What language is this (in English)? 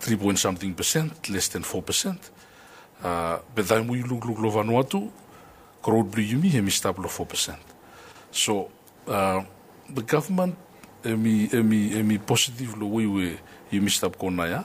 Bislama